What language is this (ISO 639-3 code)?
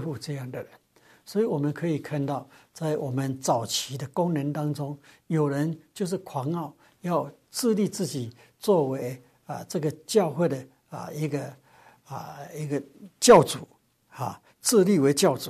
zho